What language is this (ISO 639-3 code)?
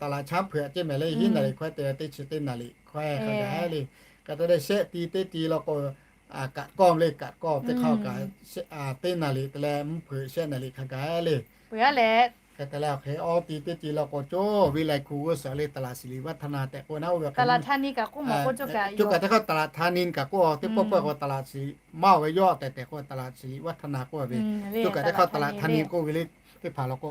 lhu